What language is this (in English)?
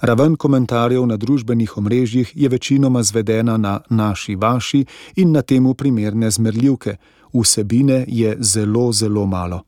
Slovenian